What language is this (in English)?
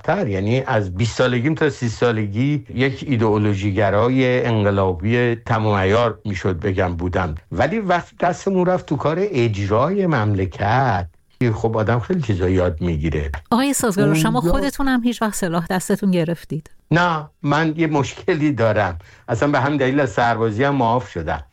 Persian